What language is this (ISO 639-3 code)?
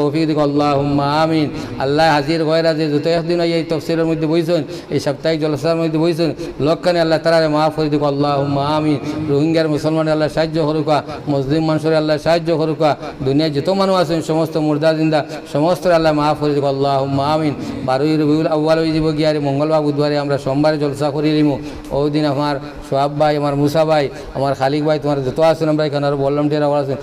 syl